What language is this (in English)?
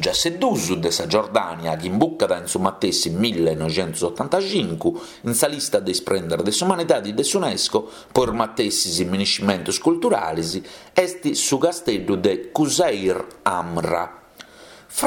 Sardinian